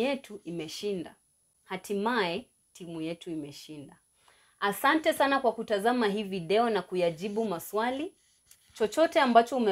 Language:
Swahili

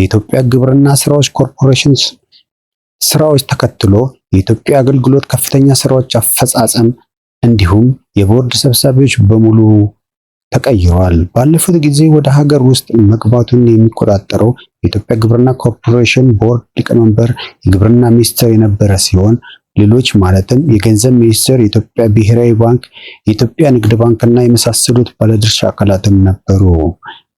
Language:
Amharic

